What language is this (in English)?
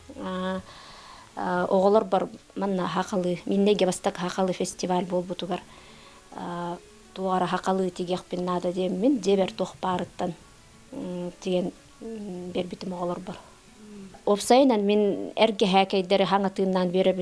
Yakut